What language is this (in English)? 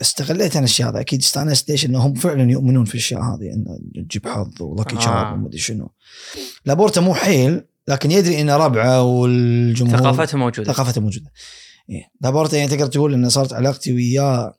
Gulf Arabic